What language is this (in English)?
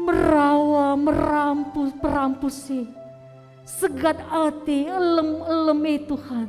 Batak Karo